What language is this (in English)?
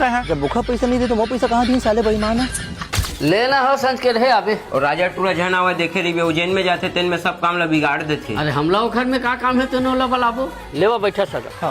Chhattisgarhi